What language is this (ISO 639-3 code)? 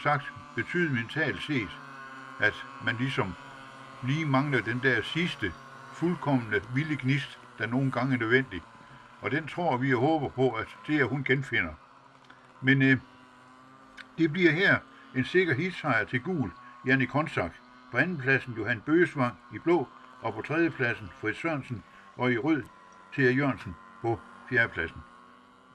dan